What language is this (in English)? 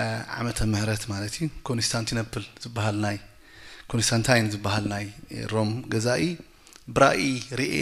Tigrinya